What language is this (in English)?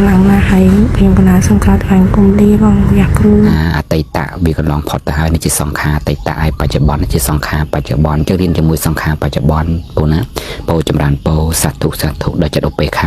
Khmer